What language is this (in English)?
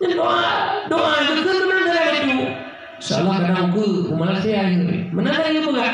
Achinese